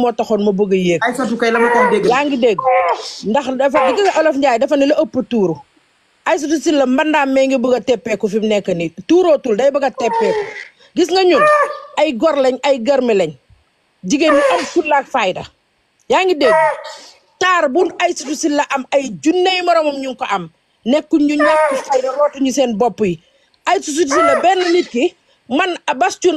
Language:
Wolof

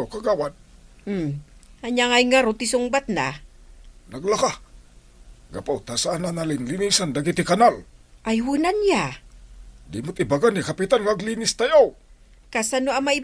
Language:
Iloko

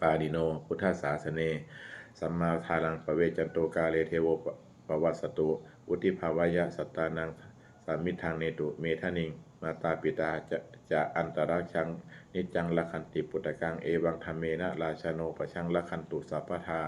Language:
Pali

